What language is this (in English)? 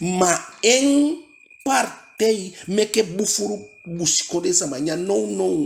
Eastern Maroon Creole